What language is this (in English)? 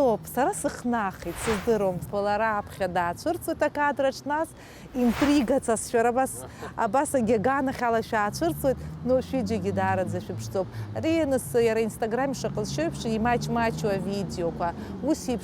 Abkhazian